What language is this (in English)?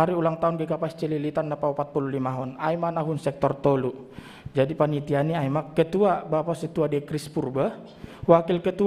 Batak Simalungun